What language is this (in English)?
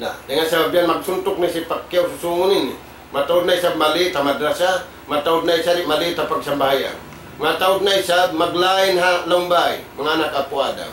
Tausug